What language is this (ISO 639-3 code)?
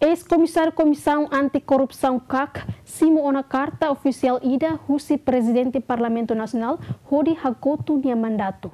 tet